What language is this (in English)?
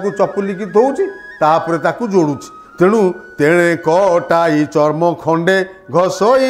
Odia